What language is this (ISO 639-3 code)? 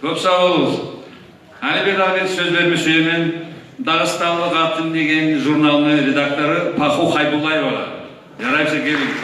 kum